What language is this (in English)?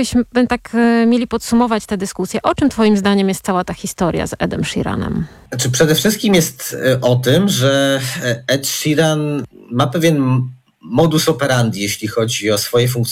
Polish